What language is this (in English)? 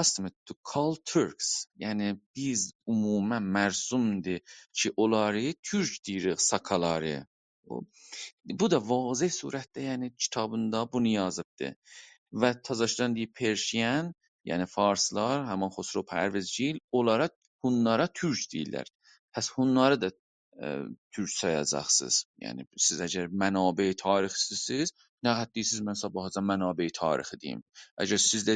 South Azerbaijani